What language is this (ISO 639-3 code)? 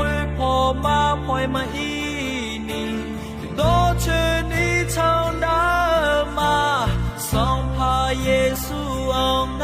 ahk